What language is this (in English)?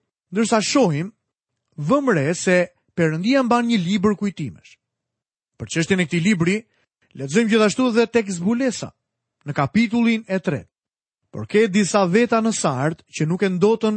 Albanian